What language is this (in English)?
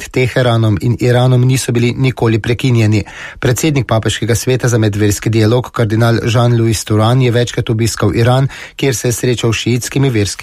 Slovenian